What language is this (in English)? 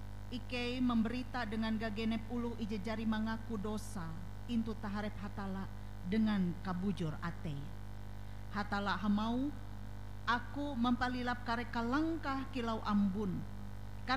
Ngaju